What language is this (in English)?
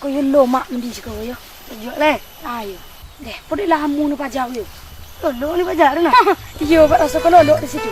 Minangkabau